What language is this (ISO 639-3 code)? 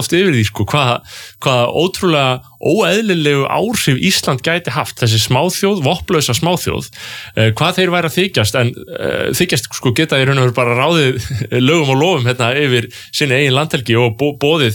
isl